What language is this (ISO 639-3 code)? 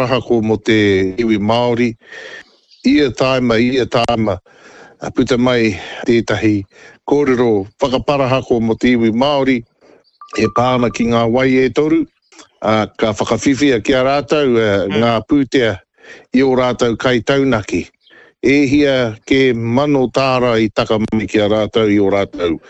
mri